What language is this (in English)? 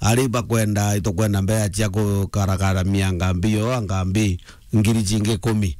Meru